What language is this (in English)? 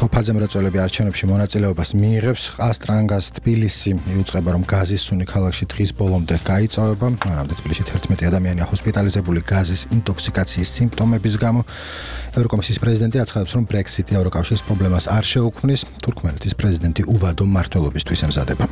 Georgian